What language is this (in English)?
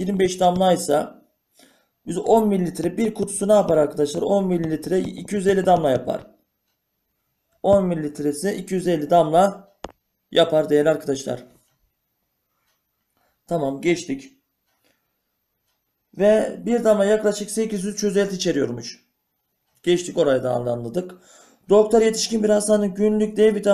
Turkish